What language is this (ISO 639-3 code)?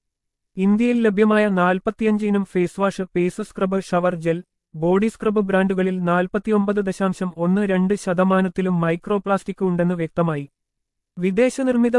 mal